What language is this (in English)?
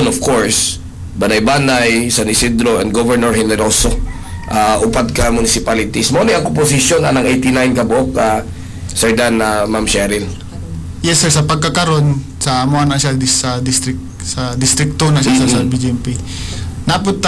Cebuano